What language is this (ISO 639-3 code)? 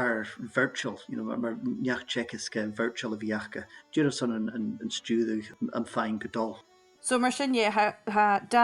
gla